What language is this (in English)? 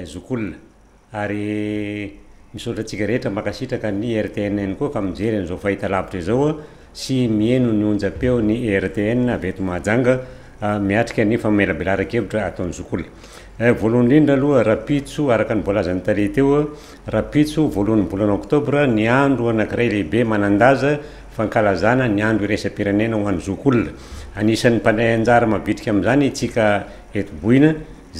Malagasy